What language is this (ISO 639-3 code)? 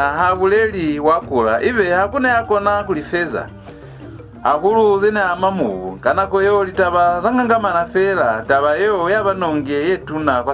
loz